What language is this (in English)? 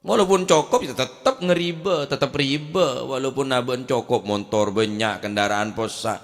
Madurese